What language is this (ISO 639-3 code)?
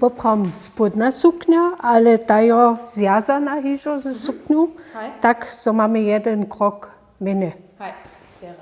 hsb